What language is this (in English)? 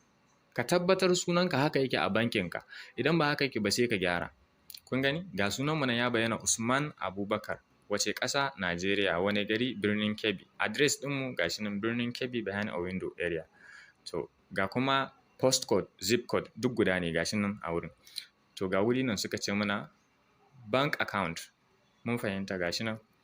Hausa